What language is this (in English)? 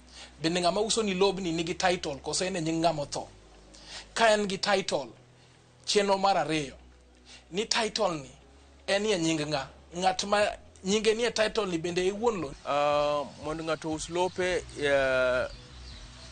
Luo (Kenya and Tanzania)